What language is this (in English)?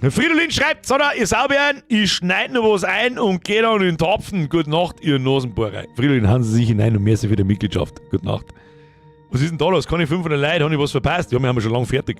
Bavarian